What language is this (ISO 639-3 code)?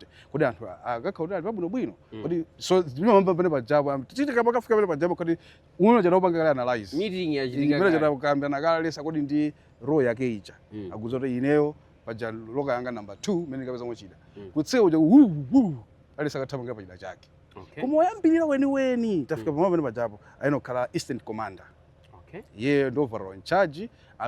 nya